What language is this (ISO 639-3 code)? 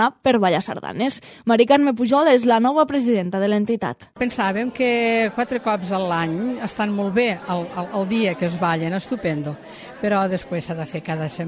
cat